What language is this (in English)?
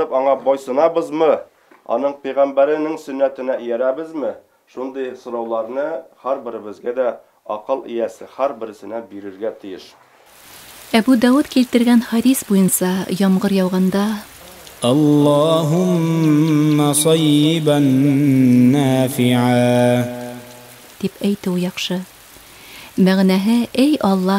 Bashkir